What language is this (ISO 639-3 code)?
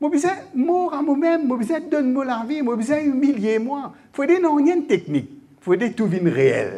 mfe